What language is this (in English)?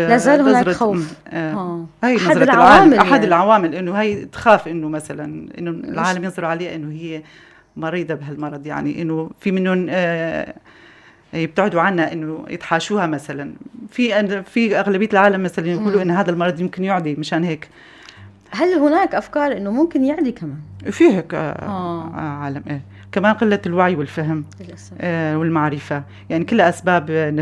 North Levantine Arabic